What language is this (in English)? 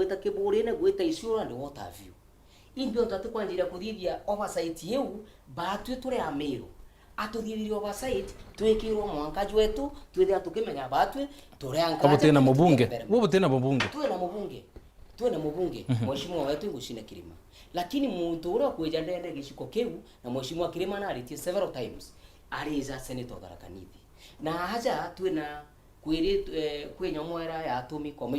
Meru